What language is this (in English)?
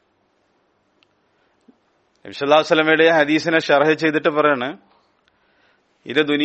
Malayalam